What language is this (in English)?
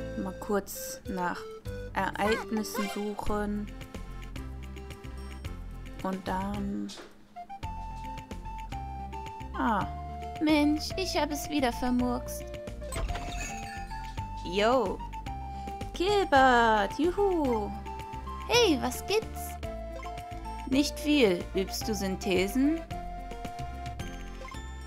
German